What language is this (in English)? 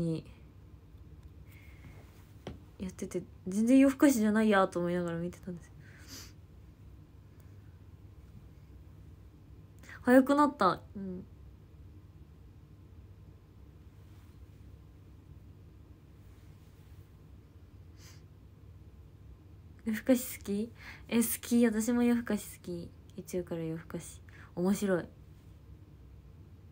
Japanese